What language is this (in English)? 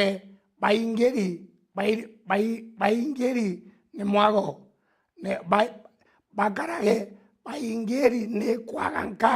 Meru